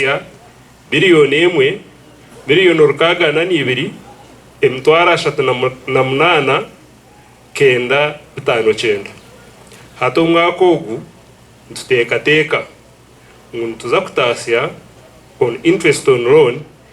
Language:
Nyankole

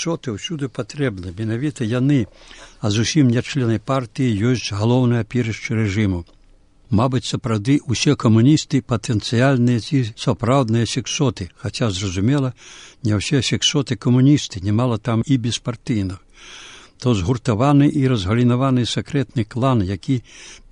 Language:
Belarusian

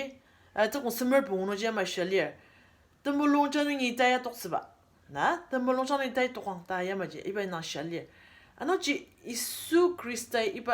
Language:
Ao Naga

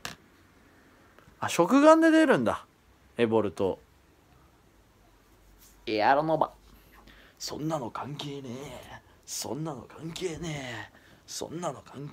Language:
Japanese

